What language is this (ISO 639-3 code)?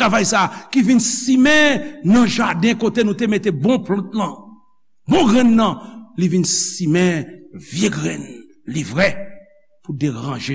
hat